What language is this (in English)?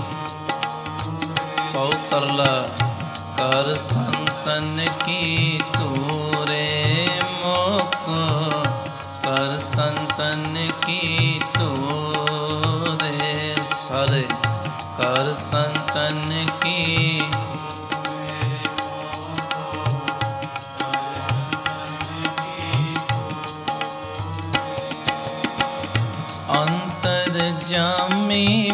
Punjabi